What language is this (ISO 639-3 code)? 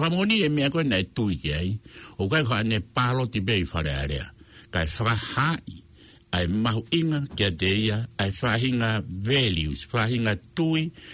ton